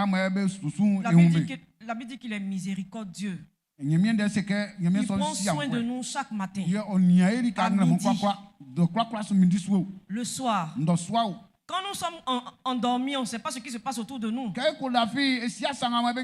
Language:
Baoulé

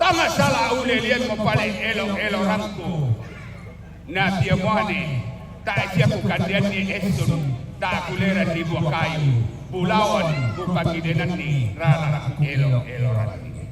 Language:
Toraja-Sa'dan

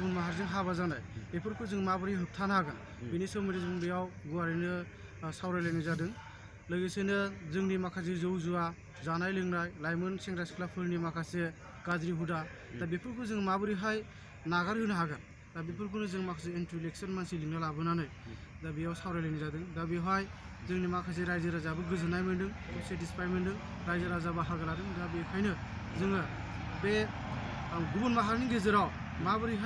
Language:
Bodo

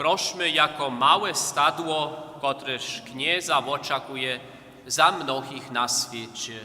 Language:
Upper Sorbian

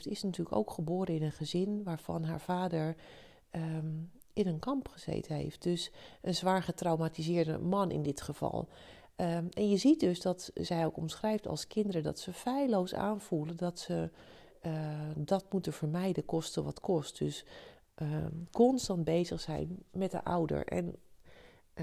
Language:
Dutch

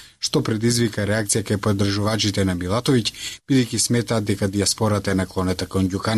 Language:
Macedonian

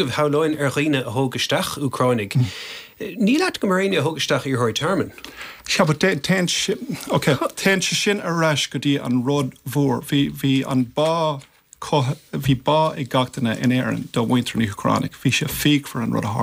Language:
Irish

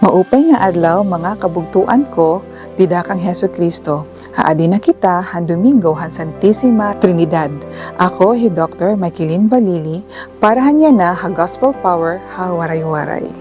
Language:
Waray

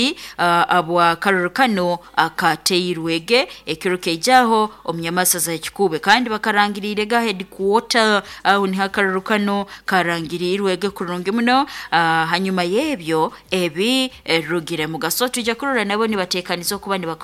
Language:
Nyoro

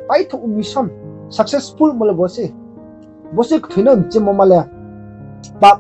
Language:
Riang (India)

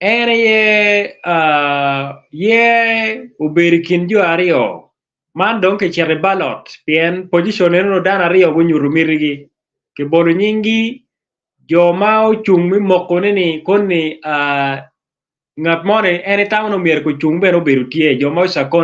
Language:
Acoli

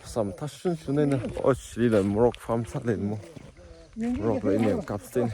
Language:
Tangkhul Naga (India)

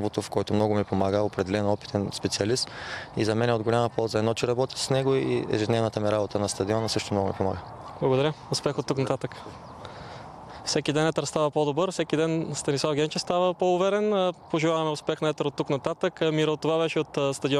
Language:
Bulgarian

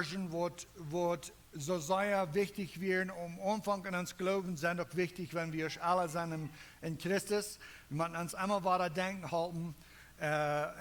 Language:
Plautdietsch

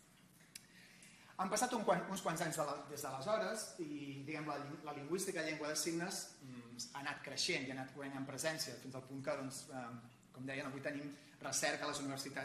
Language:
Catalan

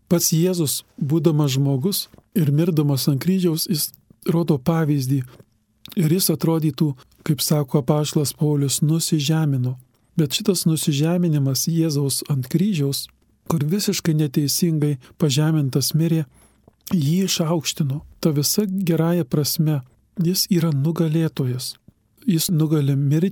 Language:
Lithuanian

